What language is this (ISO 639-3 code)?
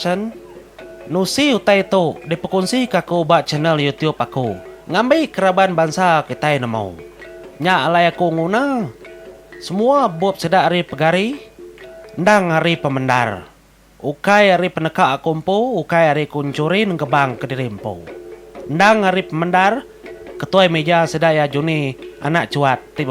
iba